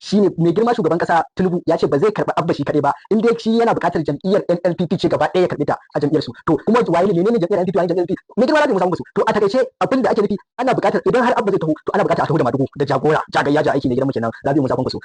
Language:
Hausa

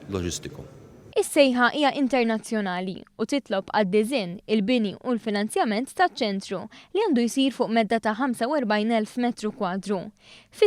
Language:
Maltese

